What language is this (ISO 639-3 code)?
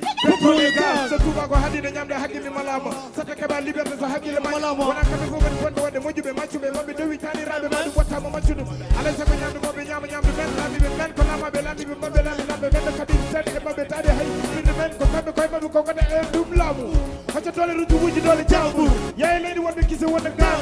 ful